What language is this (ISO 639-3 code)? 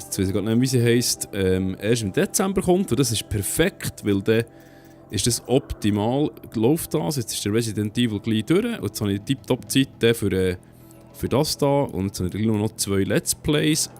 gsw